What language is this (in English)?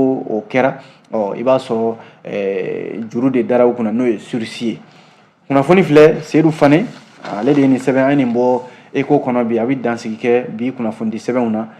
Bambara